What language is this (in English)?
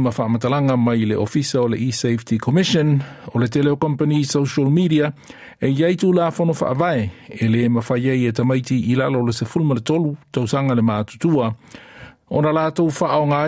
Samoan